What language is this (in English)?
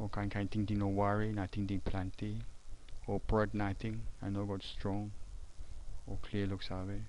Tok Pisin